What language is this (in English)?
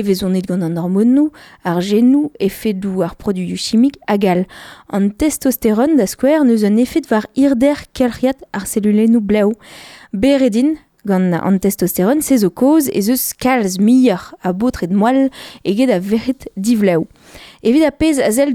Breton